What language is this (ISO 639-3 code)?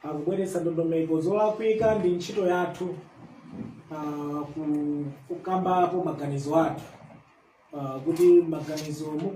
nya